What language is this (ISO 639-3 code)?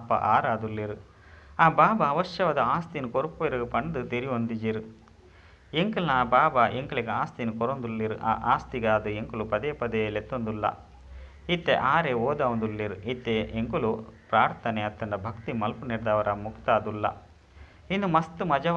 tcy